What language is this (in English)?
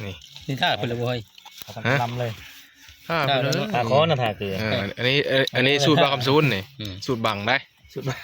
Northeastern Thai